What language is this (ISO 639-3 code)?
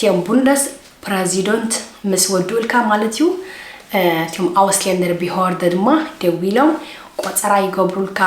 tir